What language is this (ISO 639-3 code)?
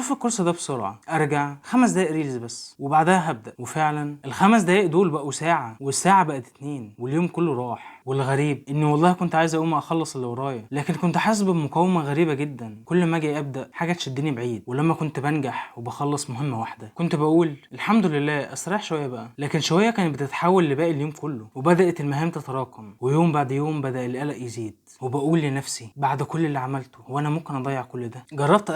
arz